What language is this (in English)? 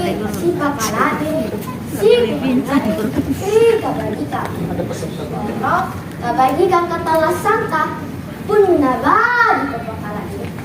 Makasar